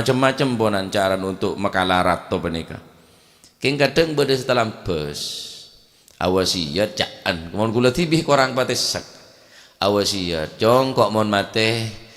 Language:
Madurese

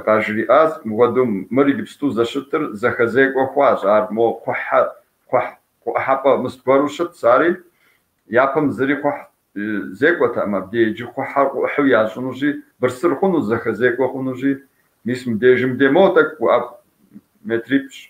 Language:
Kabardian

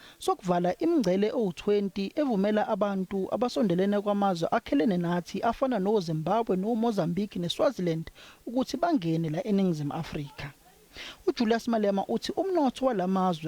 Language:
Zulu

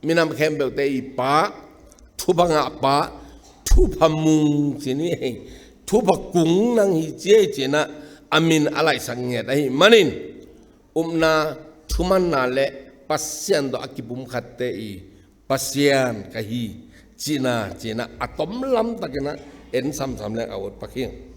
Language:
Tedim Chin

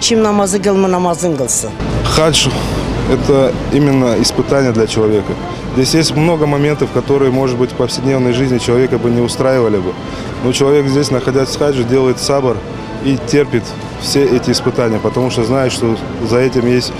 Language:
Crimean Tatar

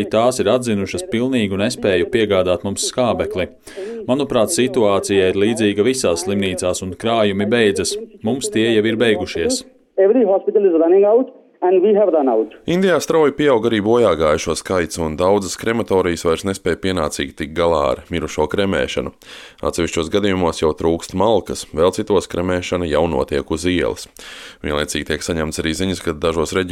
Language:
Latvian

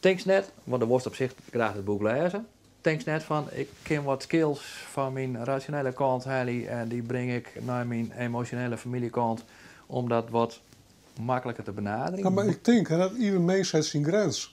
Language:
Western Frisian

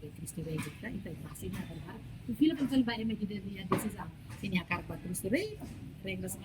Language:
Tetum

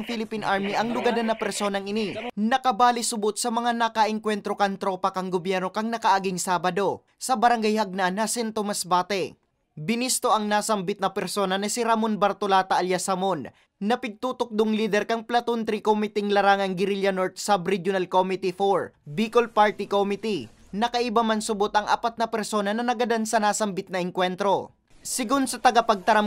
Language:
Bikol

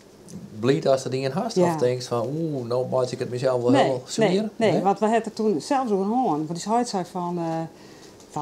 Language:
Western Frisian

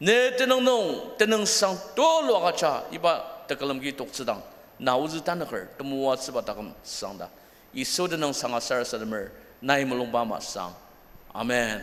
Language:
Ao Naga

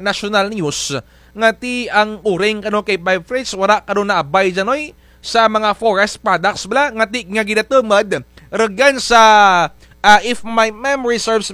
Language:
Kinaray-a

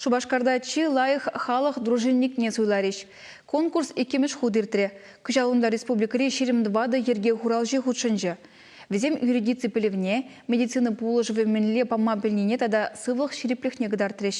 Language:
Chuvash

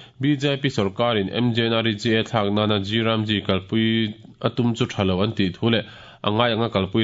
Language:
Mizo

